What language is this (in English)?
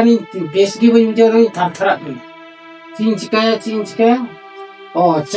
Santali